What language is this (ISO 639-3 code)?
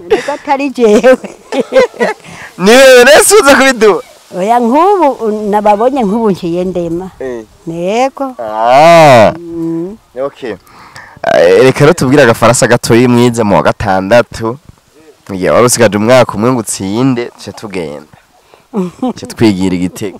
run